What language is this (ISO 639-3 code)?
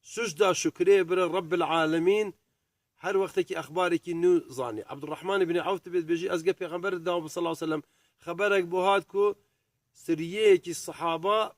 kur